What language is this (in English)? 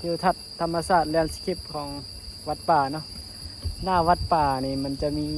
Northeastern Thai